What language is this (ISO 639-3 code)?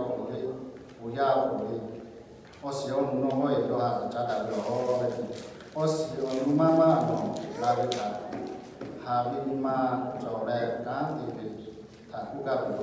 lhu